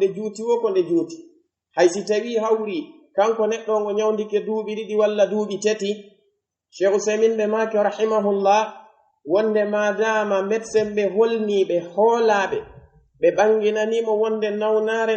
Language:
Pular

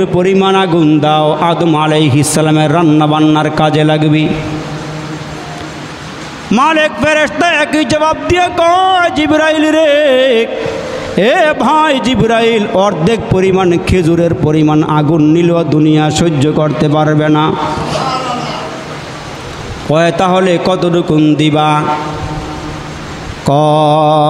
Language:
Bangla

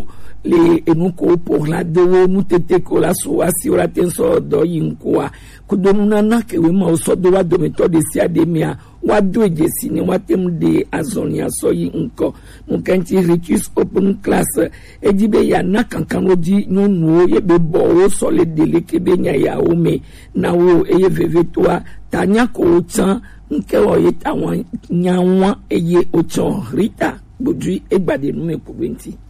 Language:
Gen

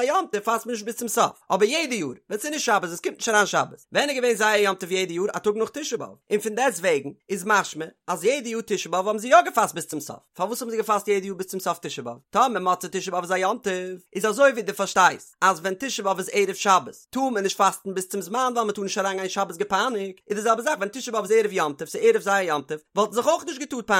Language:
Yiddish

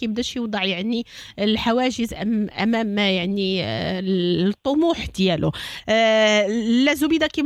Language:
Moroccan Arabic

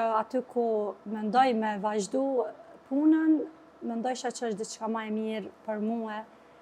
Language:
Albanian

